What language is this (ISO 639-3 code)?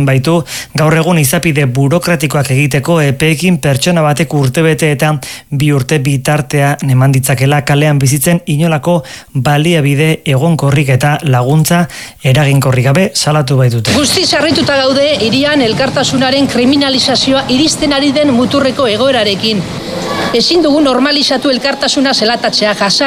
eus